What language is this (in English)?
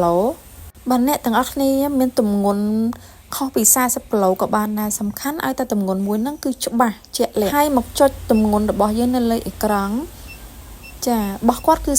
Khmer